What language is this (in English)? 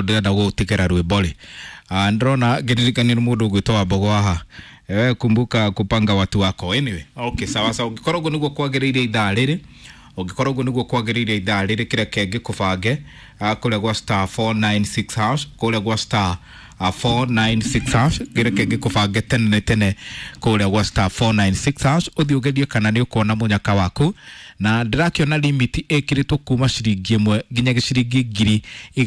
Kikuyu